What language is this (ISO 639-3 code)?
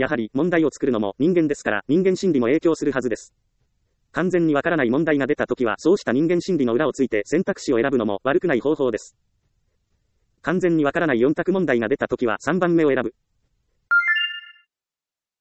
jpn